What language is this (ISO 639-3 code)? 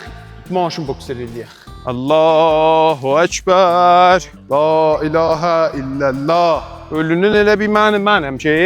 azb